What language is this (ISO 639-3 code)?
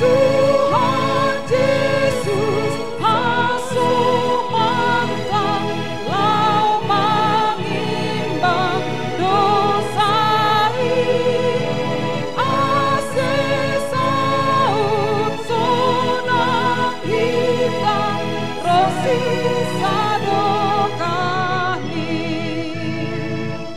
bts